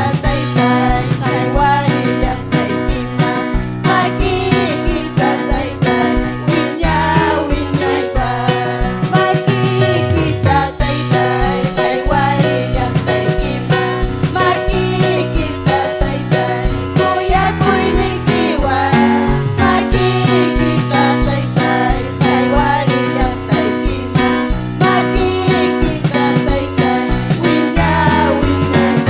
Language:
Ayacucho Quechua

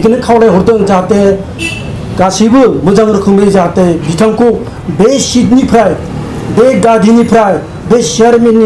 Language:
Bodo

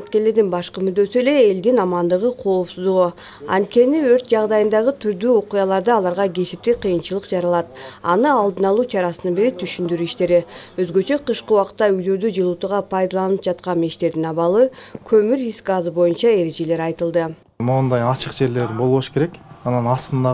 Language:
Kyrgyz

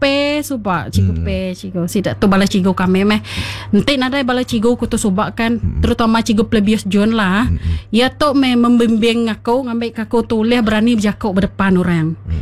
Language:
Iban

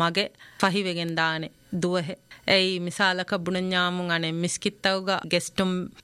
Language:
Divehi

